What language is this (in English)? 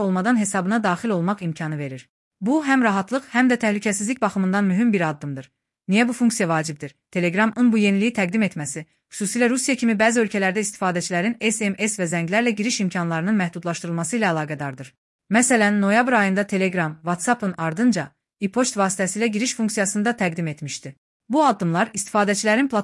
Azerbaijani